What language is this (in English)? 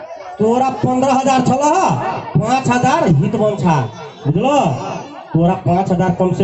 Maithili